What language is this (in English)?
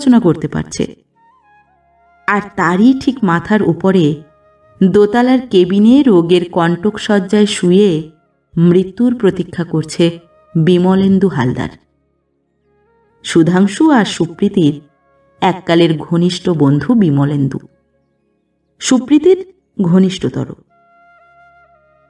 Bangla